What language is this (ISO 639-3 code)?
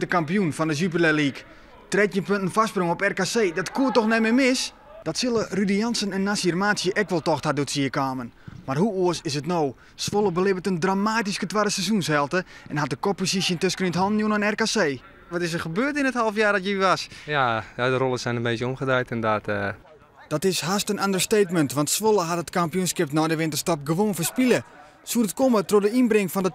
fry